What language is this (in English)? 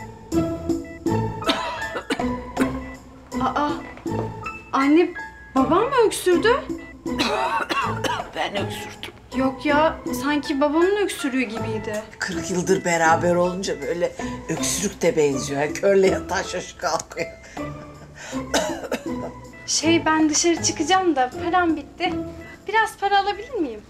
Turkish